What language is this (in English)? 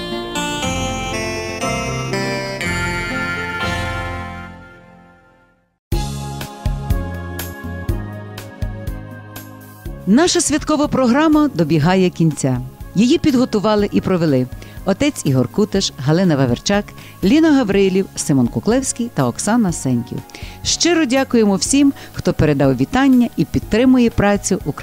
Ukrainian